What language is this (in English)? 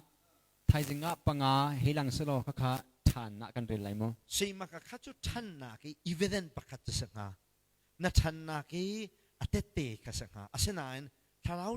Hakha Chin